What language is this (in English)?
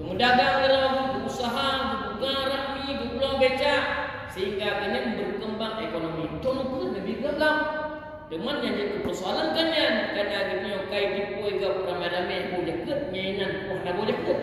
Achinese